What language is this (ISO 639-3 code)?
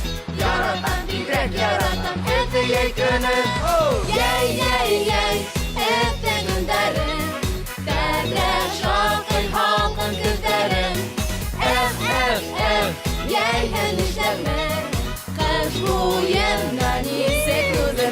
bak